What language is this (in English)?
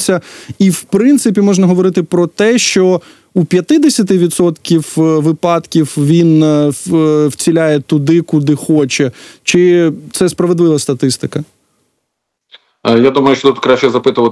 Ukrainian